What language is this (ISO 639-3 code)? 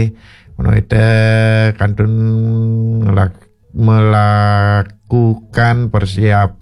ban